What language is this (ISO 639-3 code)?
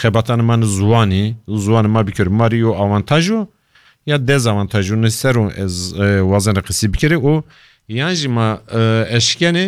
kur